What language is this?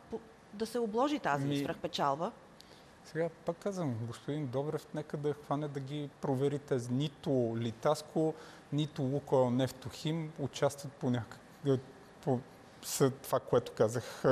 Bulgarian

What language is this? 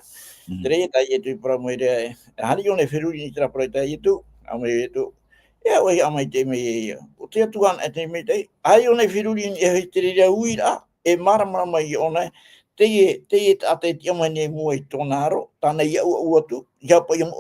Tahitian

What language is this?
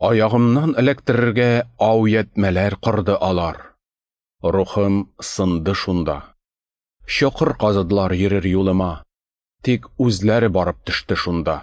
Tatar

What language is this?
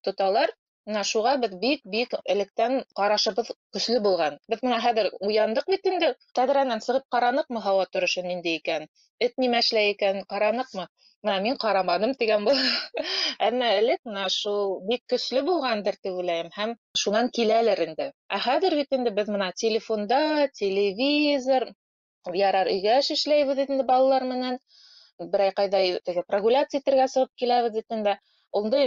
Bashkir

